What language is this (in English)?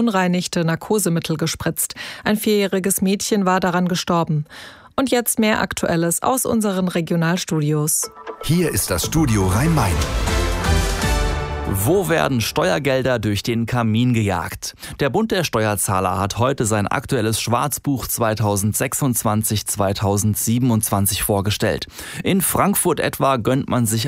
German